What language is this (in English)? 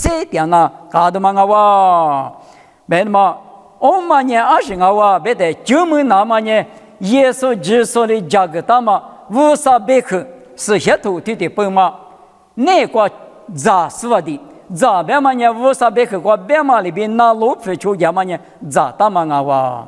Lisu